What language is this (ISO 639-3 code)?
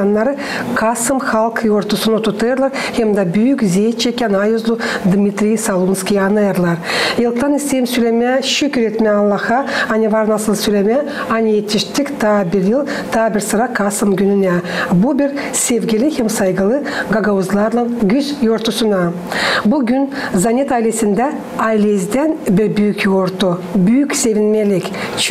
gag